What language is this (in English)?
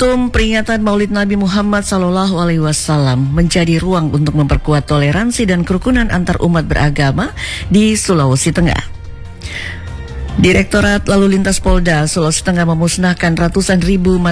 Indonesian